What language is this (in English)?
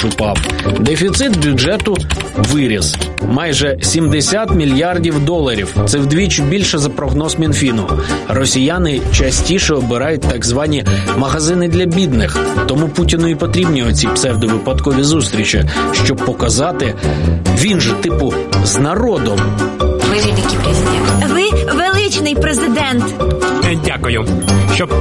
Ukrainian